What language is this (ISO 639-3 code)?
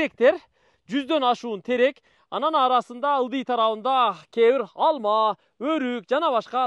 kir